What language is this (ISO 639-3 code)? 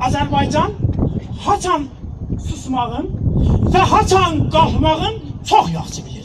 azb